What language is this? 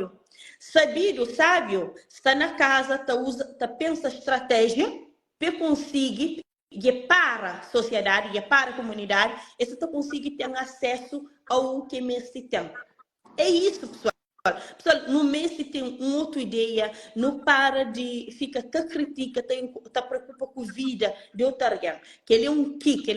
Kabuverdianu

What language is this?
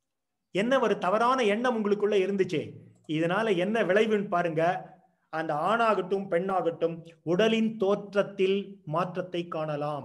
Tamil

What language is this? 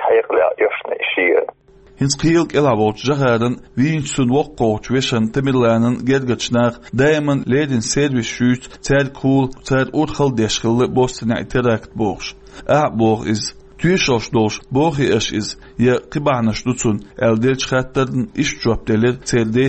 Chechen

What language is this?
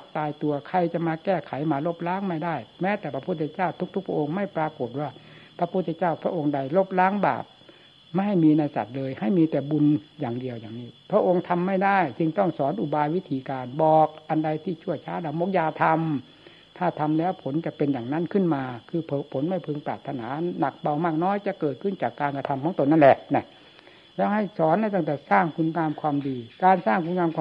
Thai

